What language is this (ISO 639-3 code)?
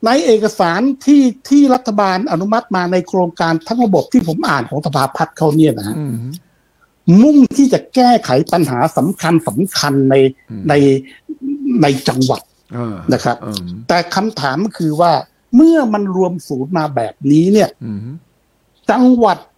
tha